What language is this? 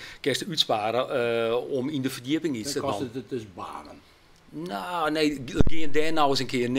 Western Frisian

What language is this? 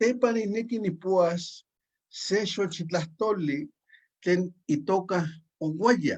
Eastern Huasteca Nahuatl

